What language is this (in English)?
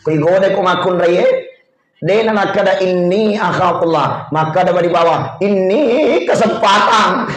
Buginese